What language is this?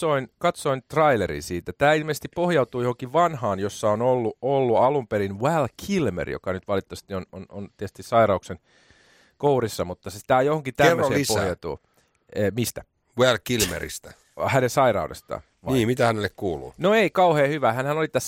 Finnish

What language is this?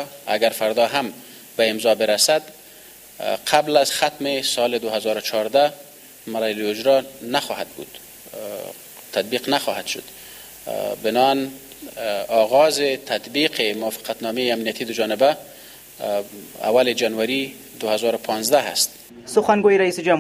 Persian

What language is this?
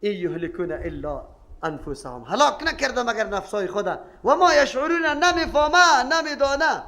Persian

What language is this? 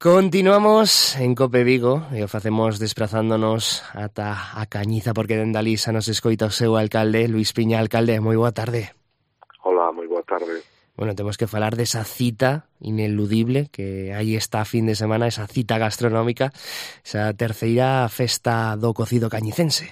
Galician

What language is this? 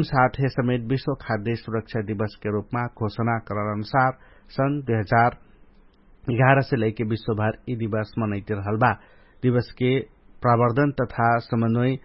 Dangaura Tharu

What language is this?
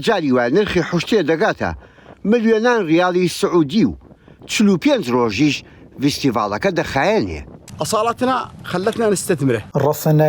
Central Kurdish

